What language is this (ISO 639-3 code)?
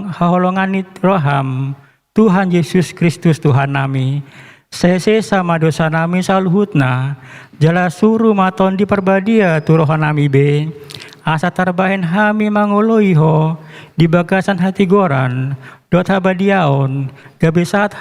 bbc